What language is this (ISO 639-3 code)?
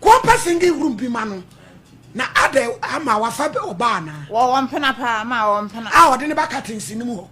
aka